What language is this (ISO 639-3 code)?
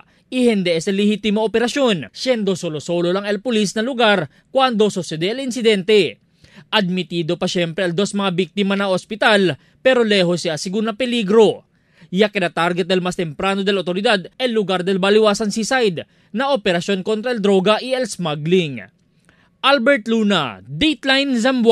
cbk